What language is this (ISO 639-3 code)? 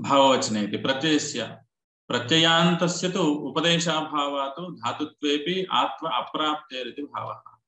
san